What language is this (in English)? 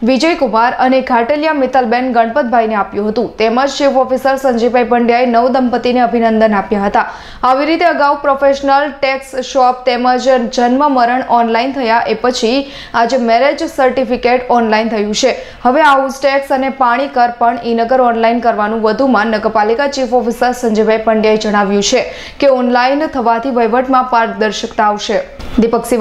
Gujarati